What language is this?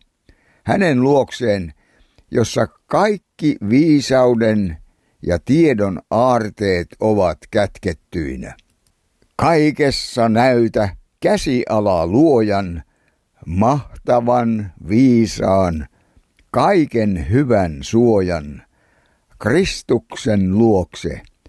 Finnish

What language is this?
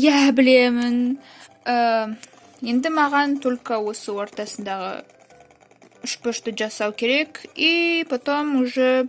Kazakh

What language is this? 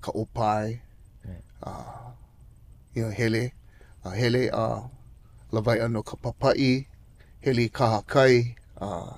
Hawaiian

